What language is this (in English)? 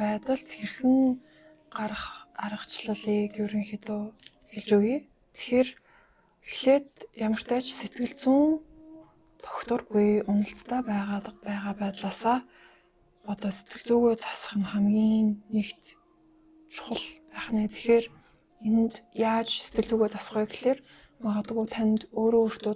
Mongolian